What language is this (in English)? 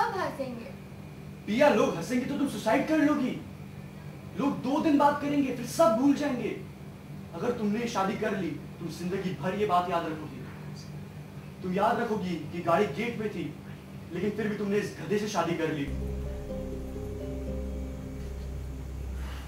Hindi